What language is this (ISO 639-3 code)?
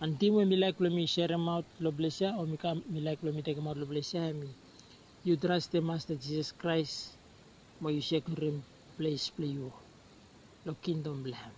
bis